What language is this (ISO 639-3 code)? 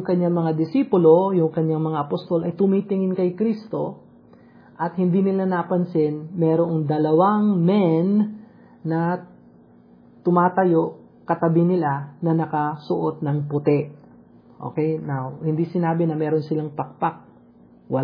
fil